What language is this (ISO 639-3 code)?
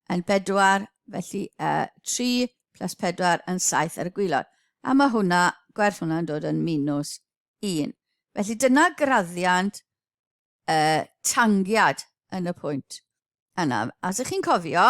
cym